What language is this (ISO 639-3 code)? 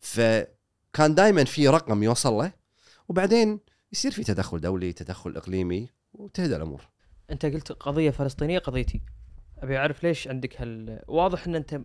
afb